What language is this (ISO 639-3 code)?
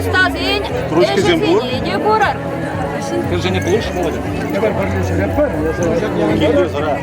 chv